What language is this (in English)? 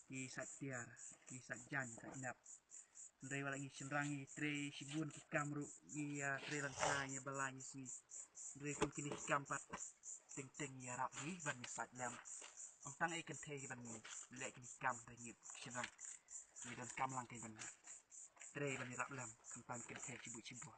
Khasi